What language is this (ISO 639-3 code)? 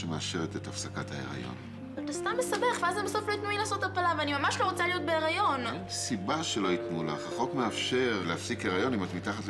heb